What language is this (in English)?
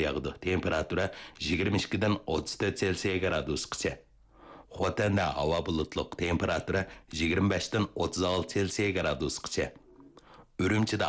Uyghur